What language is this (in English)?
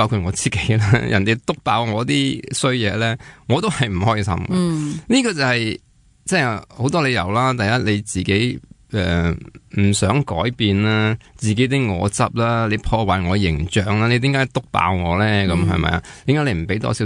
Cantonese